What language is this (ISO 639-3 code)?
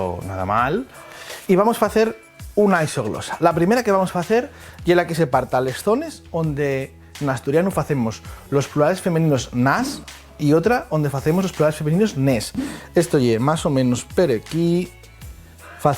ast